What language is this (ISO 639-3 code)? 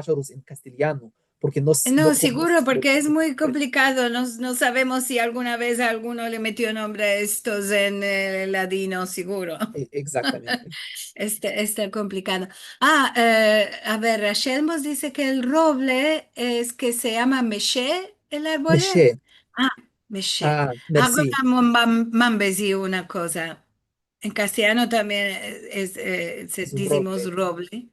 lad